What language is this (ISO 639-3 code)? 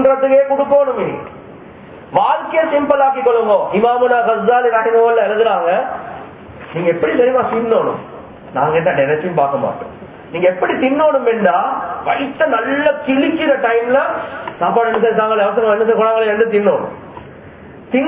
tam